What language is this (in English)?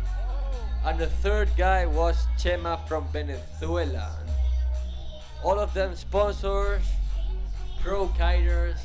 English